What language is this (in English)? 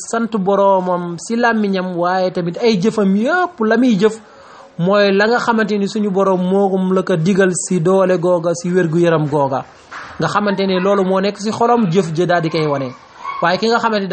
Wolof